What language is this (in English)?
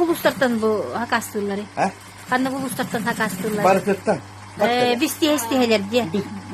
Yakut